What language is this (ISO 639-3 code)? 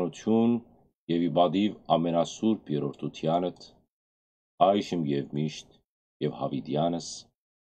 hyw